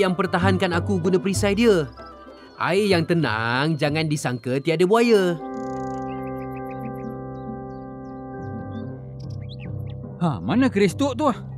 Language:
Malay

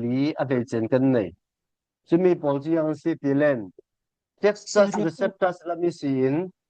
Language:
Falam Chin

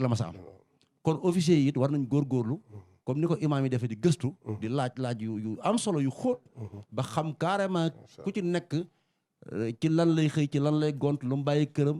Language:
Wolof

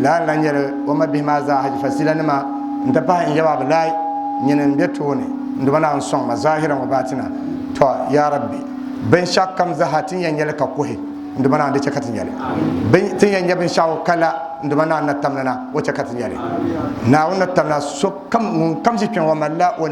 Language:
Dagbani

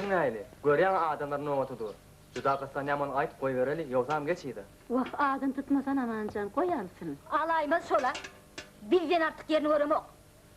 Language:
Turkmen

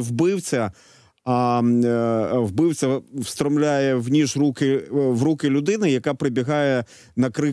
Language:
Ukrainian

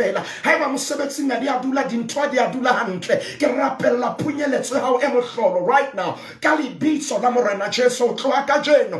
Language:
Southern Sotho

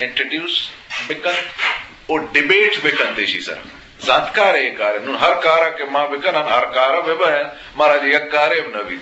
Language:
Eastern Balochi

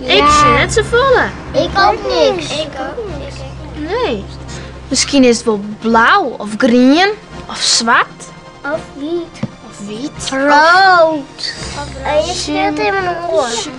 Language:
Western Frisian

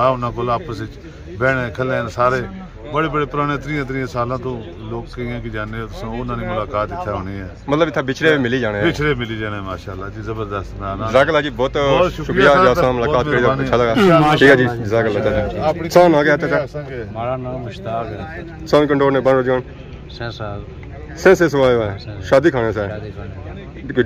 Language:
Pahari-Potwari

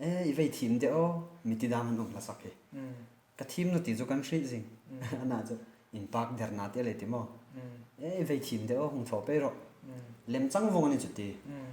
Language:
Hmar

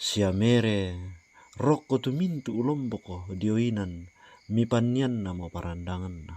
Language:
Toraja-Sa'dan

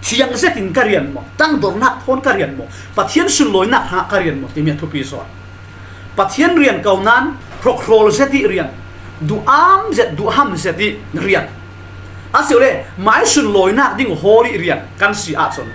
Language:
Falam Chin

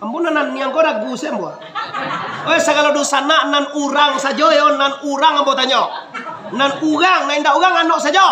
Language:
Minangkabau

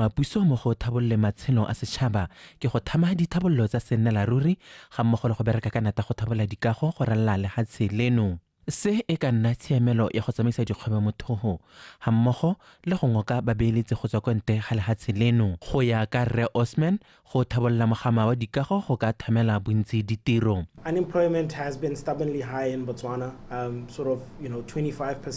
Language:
Tswana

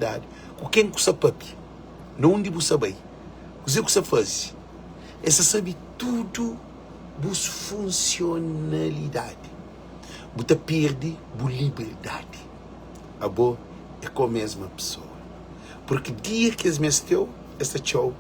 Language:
Kabuverdianu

